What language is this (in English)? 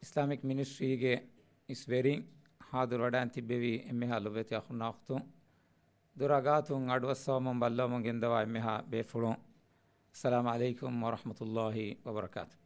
Divehi